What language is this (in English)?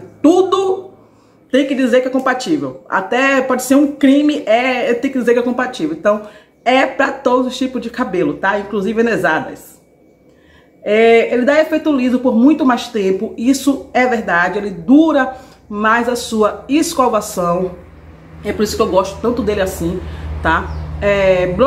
Portuguese